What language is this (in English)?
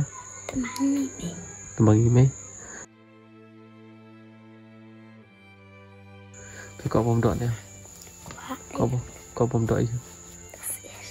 Malay